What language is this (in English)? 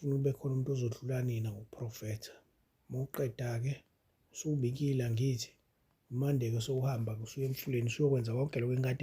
Zulu